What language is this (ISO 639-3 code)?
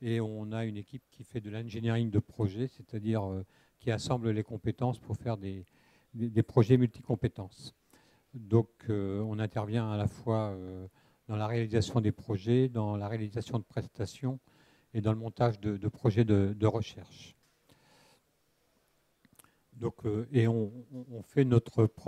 fra